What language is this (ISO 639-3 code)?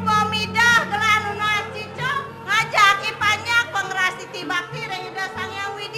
ban